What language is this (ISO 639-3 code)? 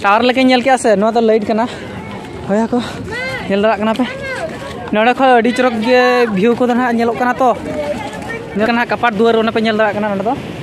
sat